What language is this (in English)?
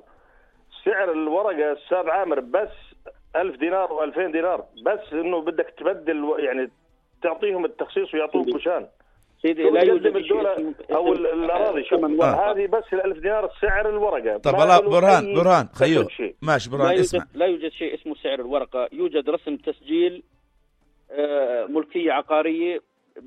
North Levantine Arabic